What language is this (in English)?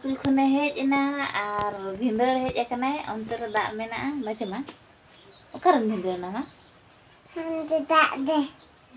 Santali